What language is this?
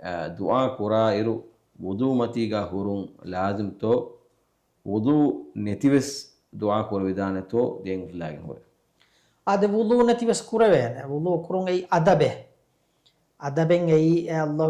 Divehi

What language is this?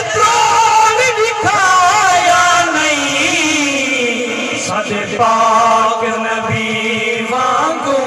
Saraiki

